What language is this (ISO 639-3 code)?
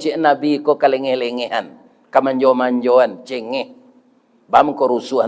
min